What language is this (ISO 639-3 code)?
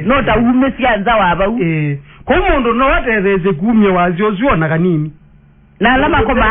kam